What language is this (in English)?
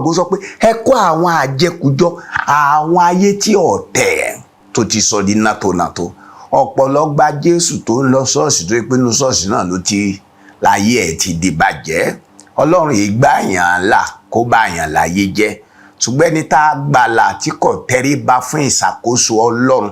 Yoruba